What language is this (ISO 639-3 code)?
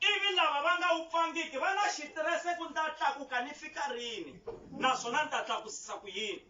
tso